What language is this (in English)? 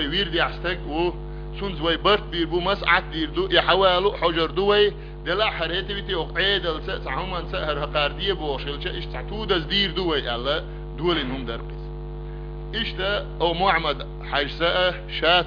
Chechen